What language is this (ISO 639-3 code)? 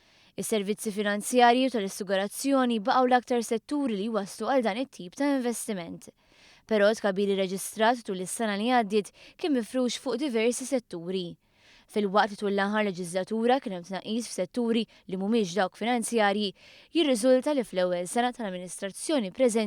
mlt